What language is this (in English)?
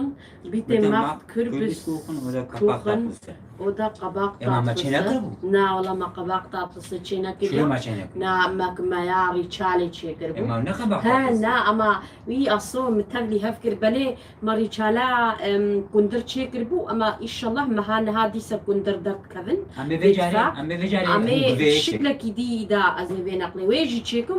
Kurdish